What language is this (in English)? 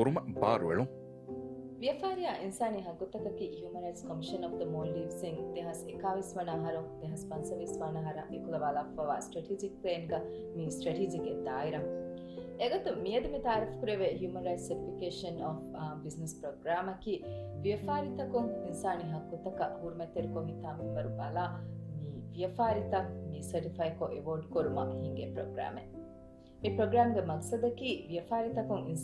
Divehi